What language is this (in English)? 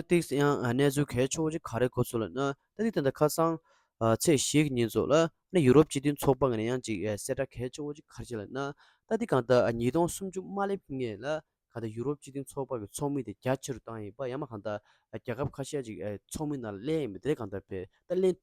Tibetan